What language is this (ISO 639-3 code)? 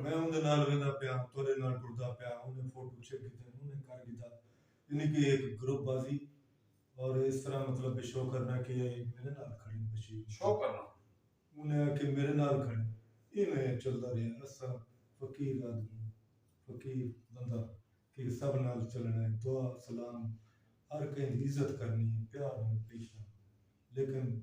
skr